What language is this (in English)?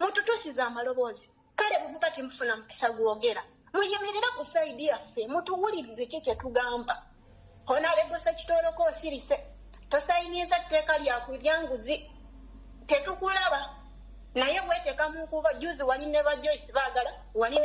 Ganda